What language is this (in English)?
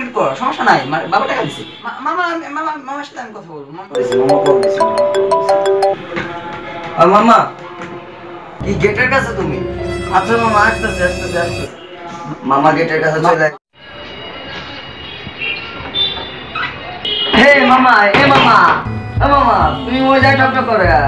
Bangla